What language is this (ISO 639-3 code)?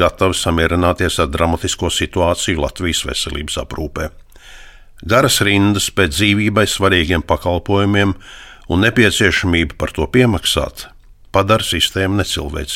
lav